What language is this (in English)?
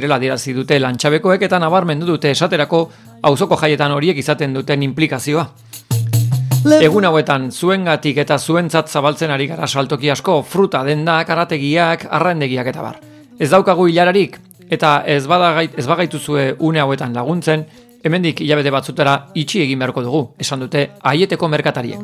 Basque